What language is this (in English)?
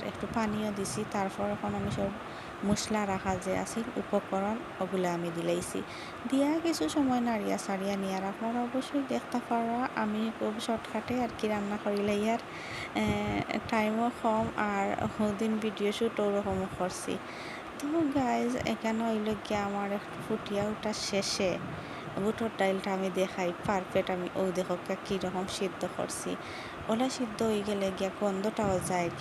Sylheti